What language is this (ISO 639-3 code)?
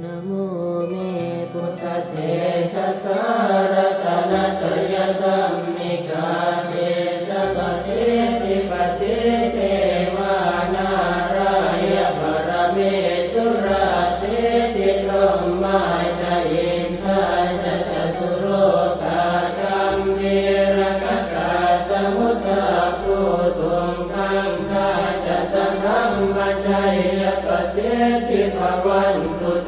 pli